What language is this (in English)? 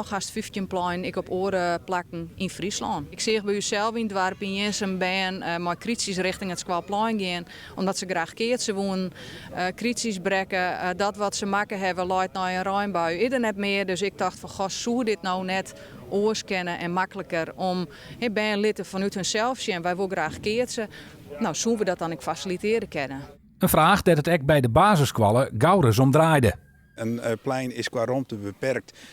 Western Frisian